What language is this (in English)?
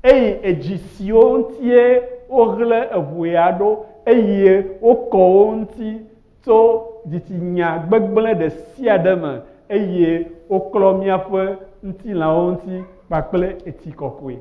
Ewe